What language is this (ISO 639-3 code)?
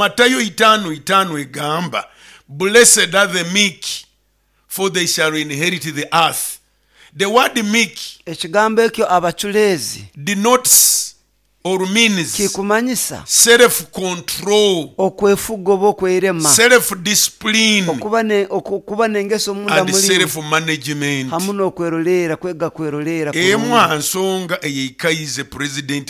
nyo